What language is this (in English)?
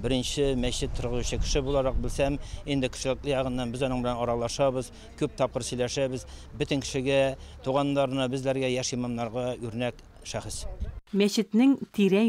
Tatar